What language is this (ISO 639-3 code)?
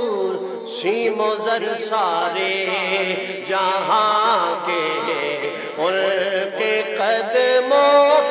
urd